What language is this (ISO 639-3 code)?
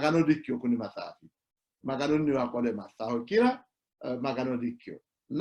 sid